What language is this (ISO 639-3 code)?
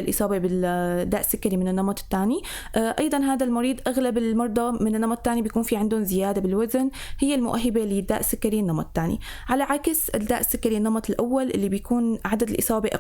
apc